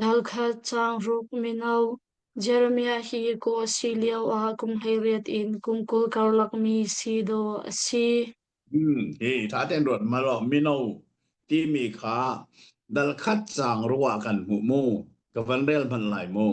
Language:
Hakha Chin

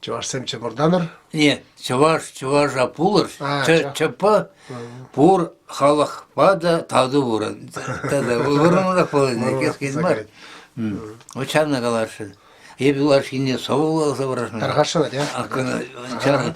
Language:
Chuvash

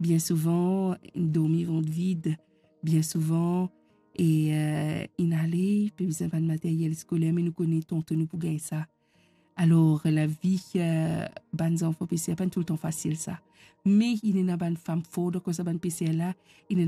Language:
Morisyen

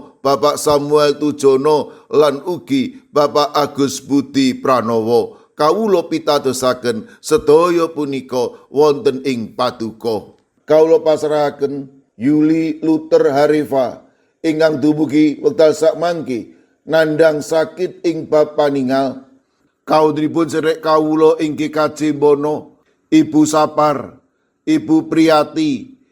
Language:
Javanese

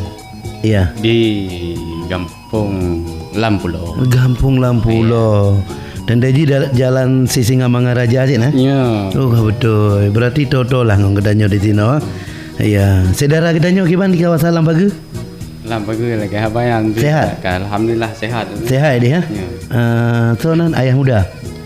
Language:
Achinese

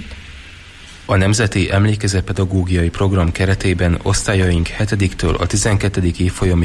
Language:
Hungarian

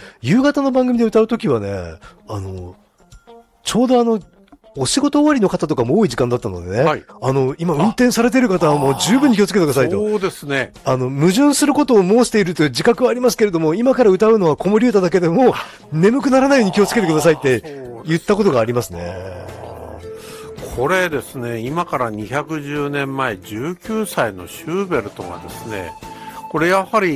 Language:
Japanese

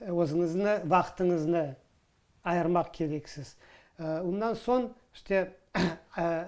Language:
Crimean Tatar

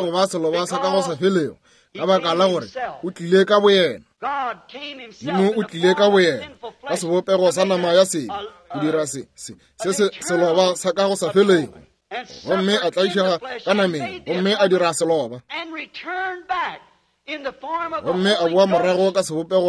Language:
Northern Sotho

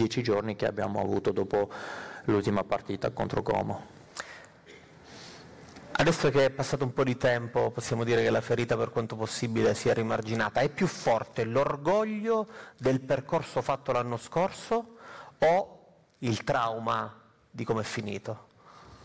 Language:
Italian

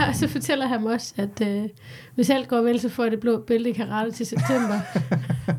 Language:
Danish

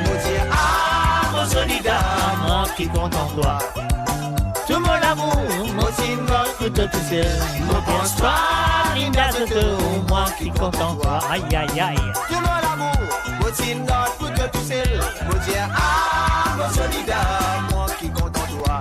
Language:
Morisyen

